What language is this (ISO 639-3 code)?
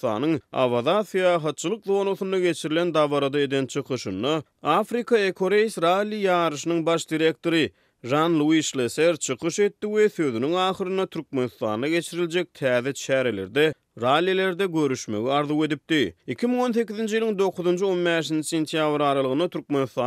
tuk